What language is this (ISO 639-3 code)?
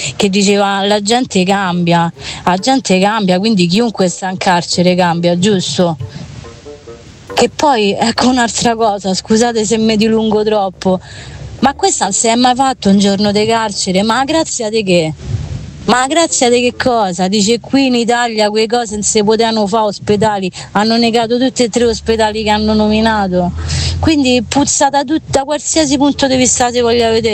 ita